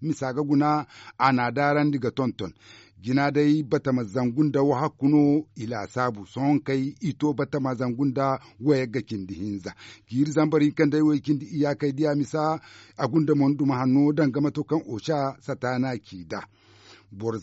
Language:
Zarma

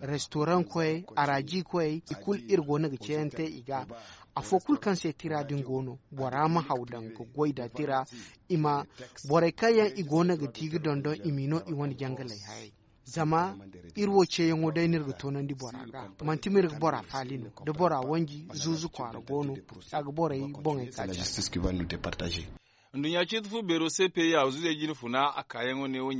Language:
Zarma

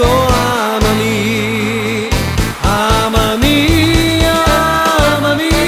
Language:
Italian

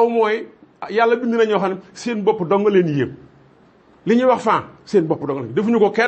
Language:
Wolof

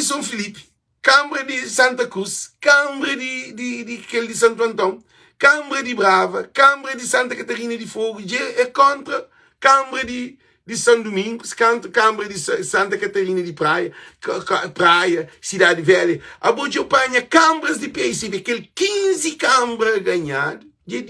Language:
Kabuverdianu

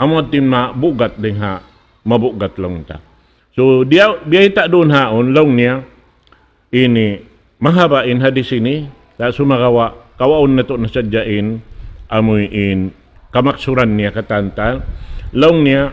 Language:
Tausug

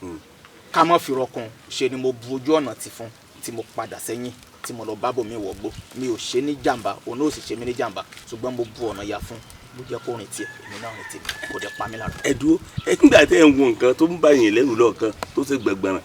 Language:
Yoruba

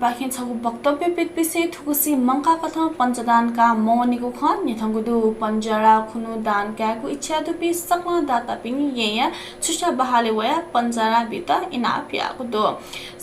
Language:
Newari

